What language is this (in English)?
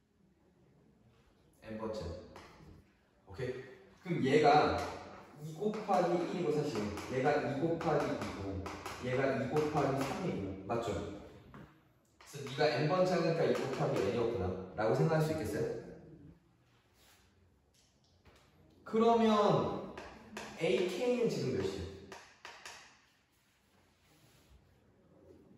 Korean